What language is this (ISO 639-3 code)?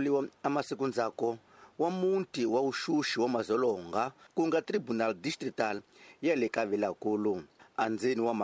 tso